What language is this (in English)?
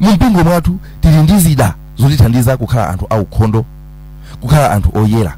Nyanja